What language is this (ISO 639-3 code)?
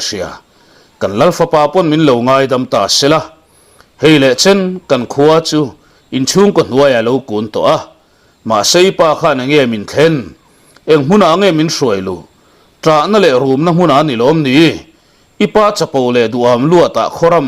lus